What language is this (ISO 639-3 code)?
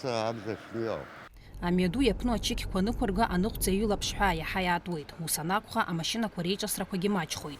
abk